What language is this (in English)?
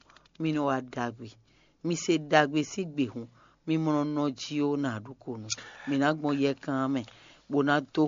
Fon